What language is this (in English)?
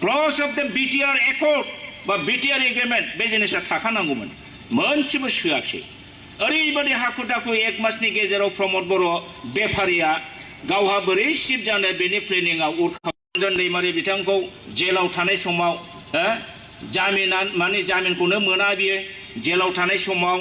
Bodo